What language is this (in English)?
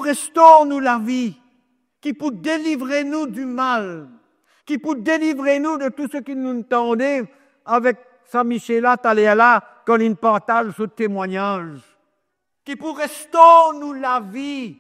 Morisyen